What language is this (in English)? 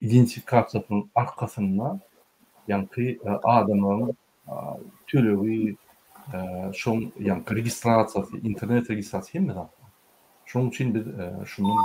Turkmen